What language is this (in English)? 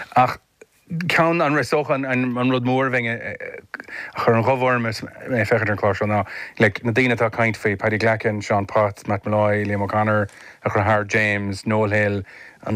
Irish